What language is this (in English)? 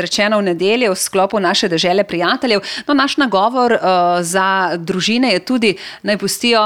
Slovenian